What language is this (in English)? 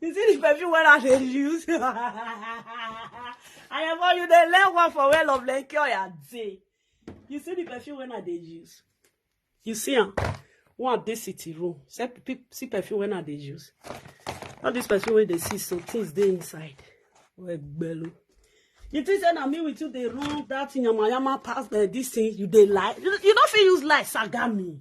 Nigerian Pidgin